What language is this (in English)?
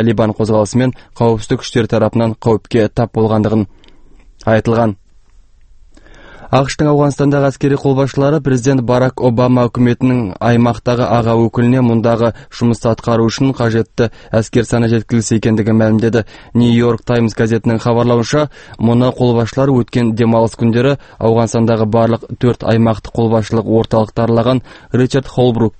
Kazakh